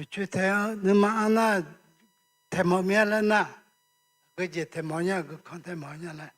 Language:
Akha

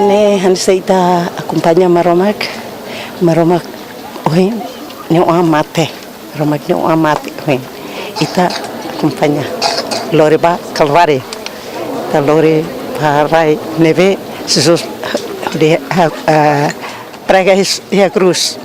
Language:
Tetum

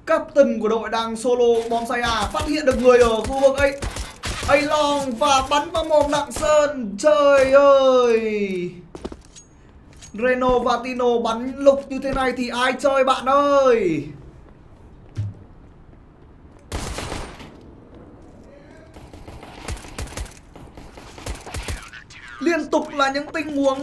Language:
Vietnamese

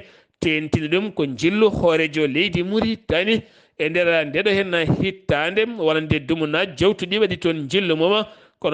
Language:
Fula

